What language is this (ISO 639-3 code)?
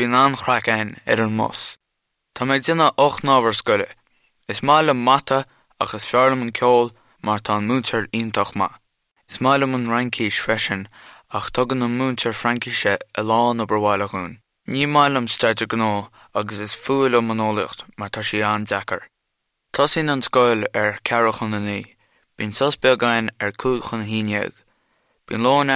gle